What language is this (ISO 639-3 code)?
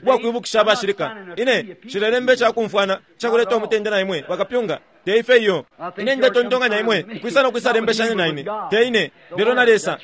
bem